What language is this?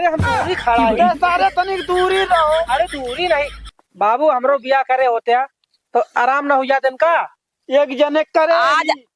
Awadhi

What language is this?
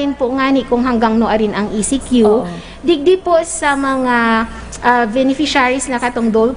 Bikol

